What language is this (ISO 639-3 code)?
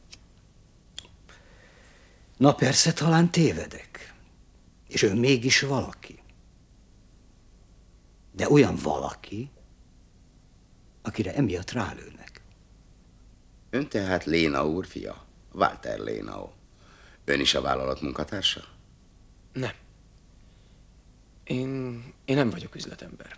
hun